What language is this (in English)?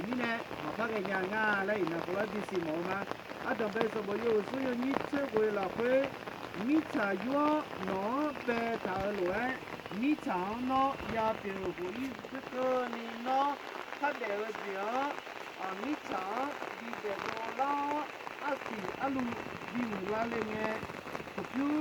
Akha